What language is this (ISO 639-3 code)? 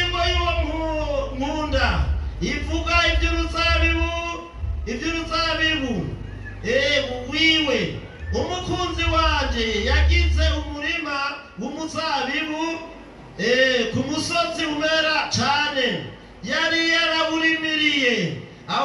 run